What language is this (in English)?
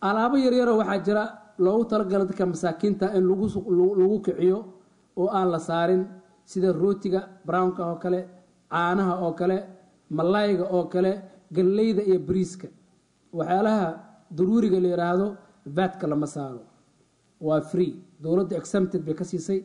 Somali